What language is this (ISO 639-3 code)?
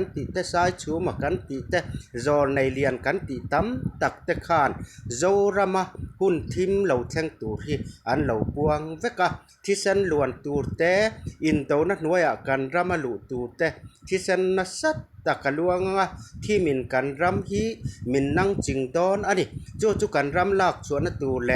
lus